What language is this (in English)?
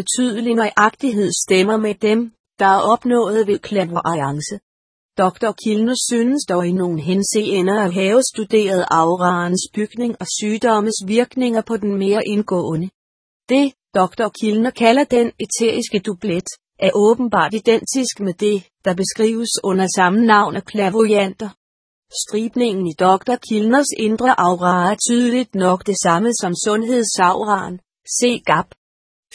Danish